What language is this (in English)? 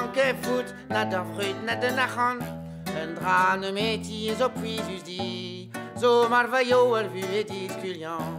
Breton